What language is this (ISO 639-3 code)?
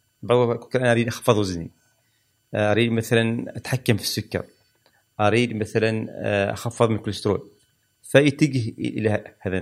afb